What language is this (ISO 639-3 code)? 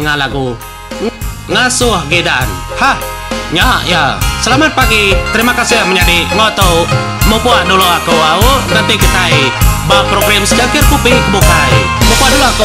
iba